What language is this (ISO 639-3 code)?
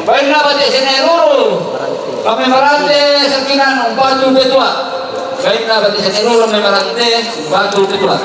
sda